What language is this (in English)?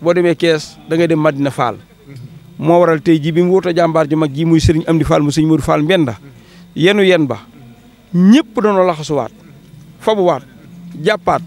Wolof